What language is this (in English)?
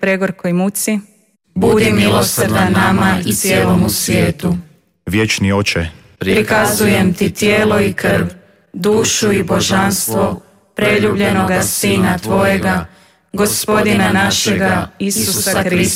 Croatian